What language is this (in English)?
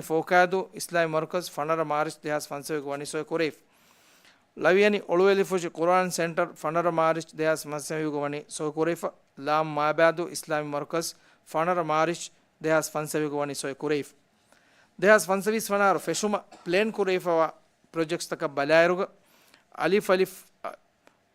Divehi